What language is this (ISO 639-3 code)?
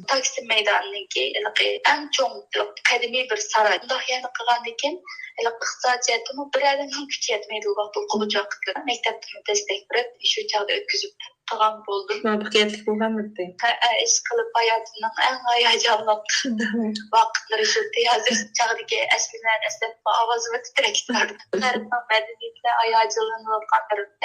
uig